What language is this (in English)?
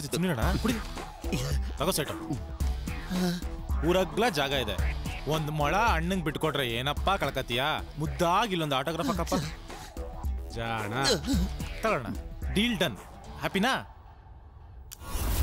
Kannada